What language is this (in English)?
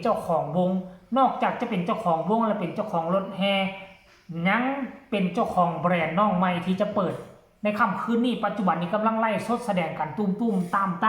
Northeastern Thai